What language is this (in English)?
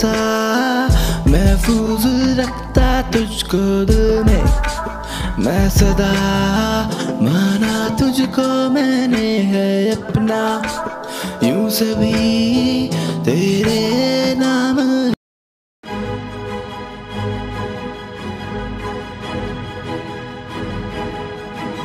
Hindi